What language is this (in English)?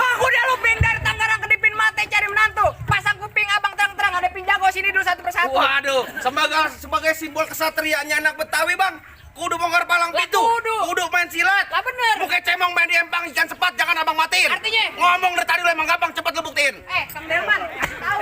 Betawi